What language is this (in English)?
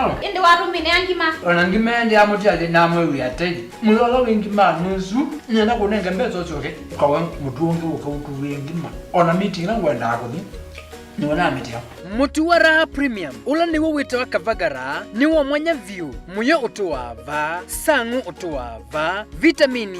Kamba